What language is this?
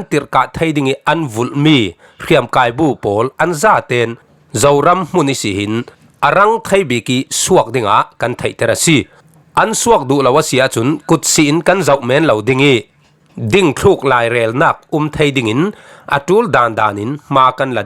Falam Chin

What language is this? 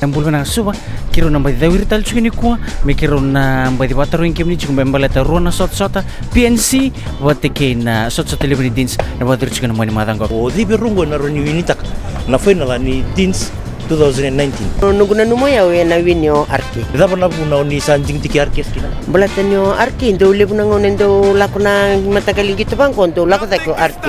Fijian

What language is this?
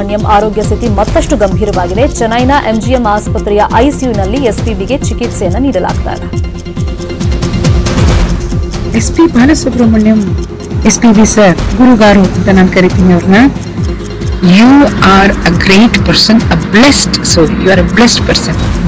Kannada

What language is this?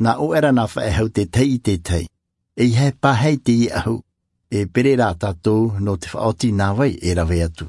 Tahitian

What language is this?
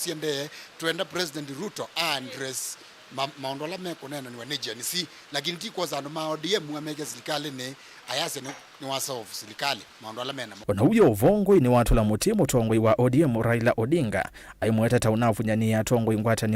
Kamba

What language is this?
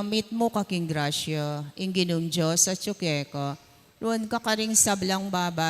Pampanga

